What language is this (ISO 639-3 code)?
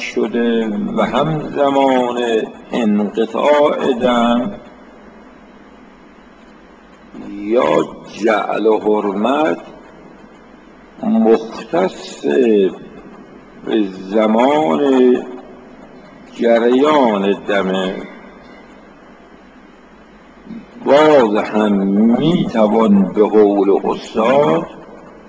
fas